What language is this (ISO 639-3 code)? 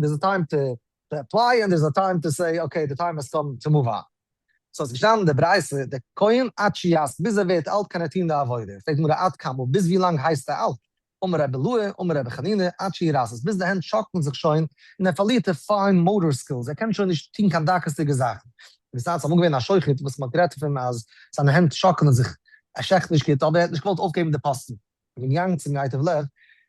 yid